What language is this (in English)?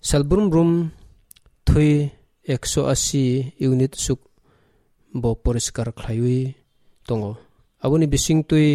Kok Borok